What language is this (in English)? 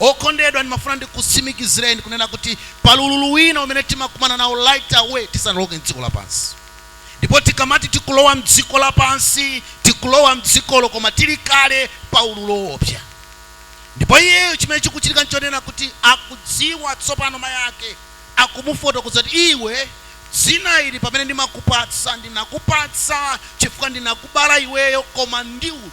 Nyanja